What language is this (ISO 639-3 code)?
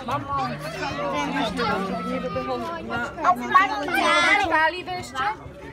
slk